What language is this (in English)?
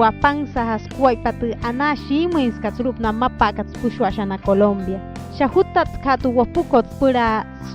Wayuu